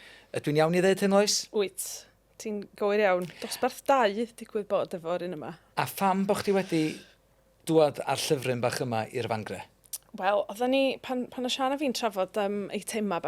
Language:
Welsh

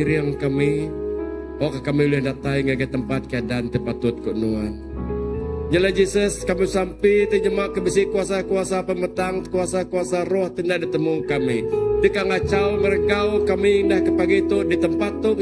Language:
Iban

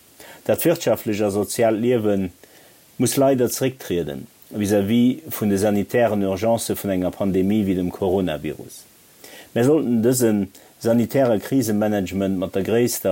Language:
Luxembourgish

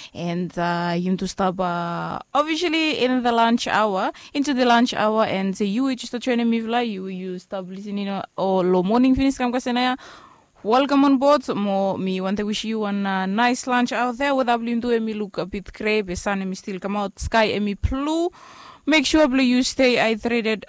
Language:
Bislama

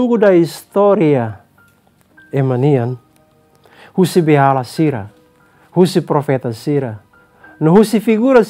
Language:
Tetum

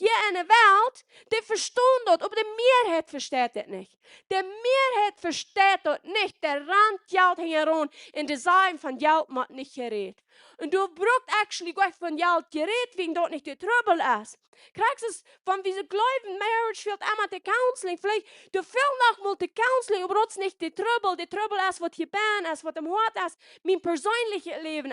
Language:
Plautdietsch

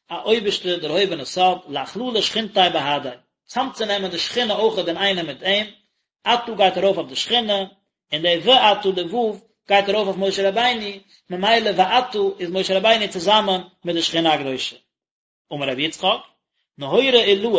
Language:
Yiddish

